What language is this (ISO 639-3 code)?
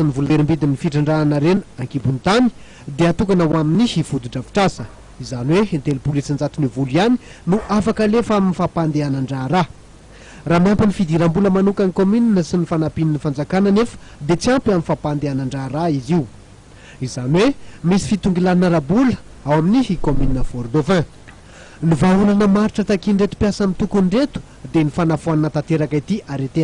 mlg